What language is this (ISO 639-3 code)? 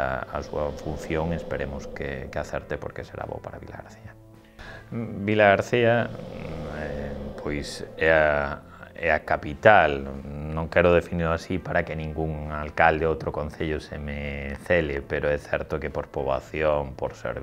glg